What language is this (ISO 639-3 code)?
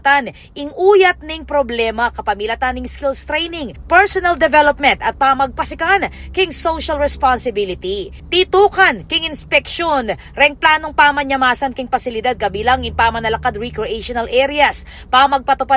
pam